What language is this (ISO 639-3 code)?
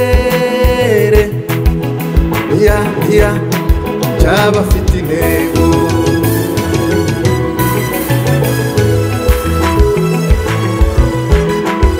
kin